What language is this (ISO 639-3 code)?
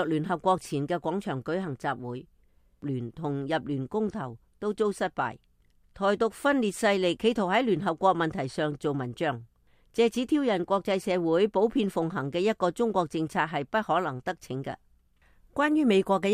yue